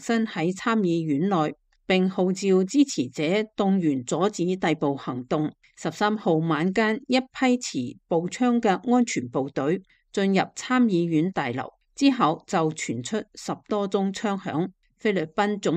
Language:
Cantonese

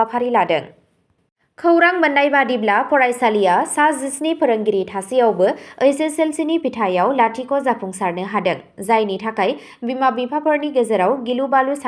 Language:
Bodo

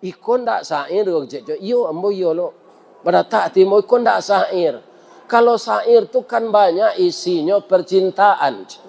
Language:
Minangkabau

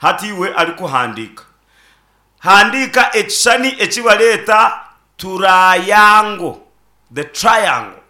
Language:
Nyankole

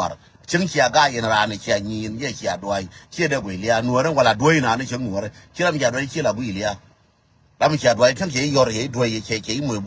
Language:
Nuer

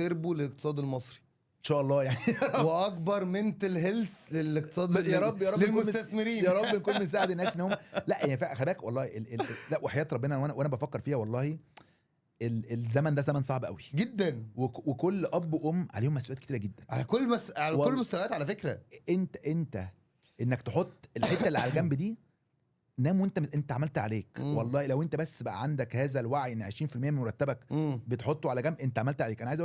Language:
Egyptian Arabic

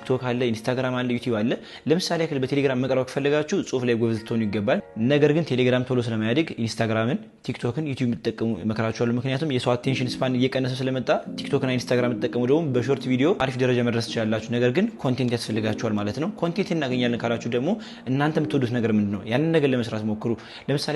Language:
Amharic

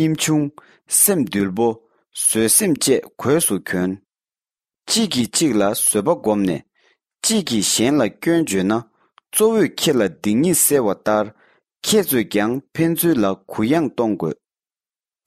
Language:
Tibetan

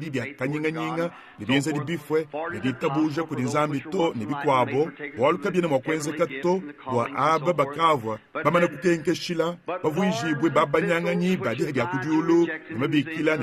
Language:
Luba-Lulua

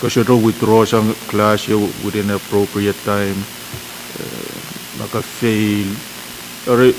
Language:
Pohnpeian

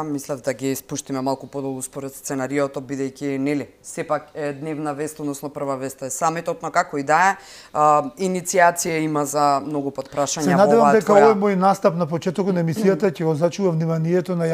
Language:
Macedonian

